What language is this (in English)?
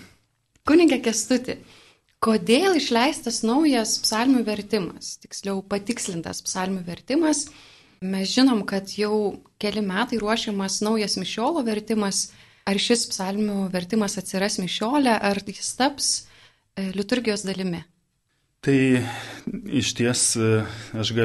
Lithuanian